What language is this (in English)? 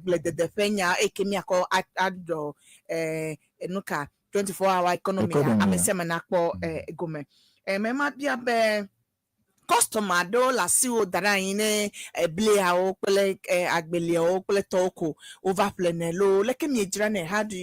Ewe